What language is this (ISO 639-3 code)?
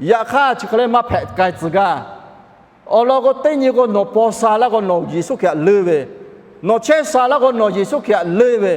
lhu